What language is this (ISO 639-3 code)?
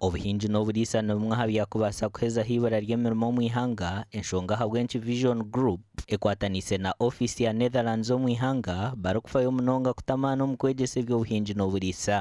nyn